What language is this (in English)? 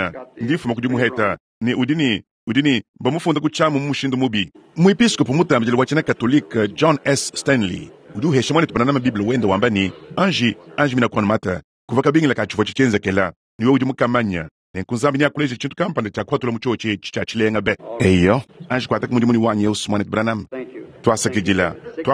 Luba-Lulua